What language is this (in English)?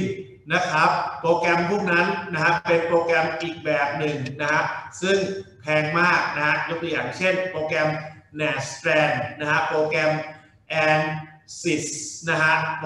Thai